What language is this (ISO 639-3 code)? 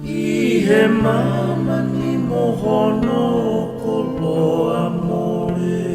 ton